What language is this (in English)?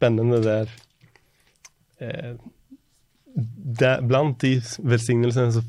Norwegian